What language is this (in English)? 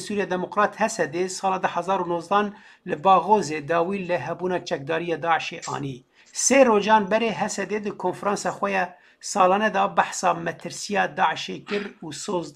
Kurdish